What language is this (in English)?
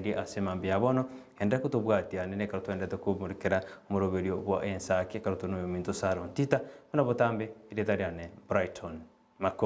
Gusii